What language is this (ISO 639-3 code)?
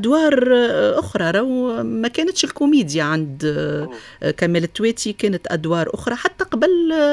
aeb